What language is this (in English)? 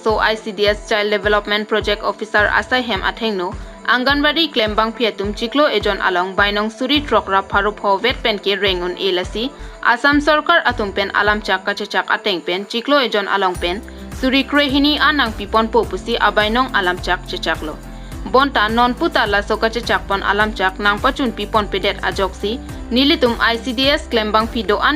Karbi